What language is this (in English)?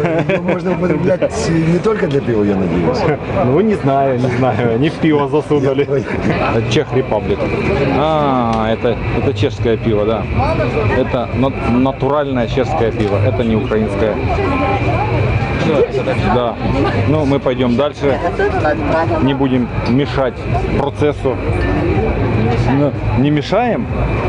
Russian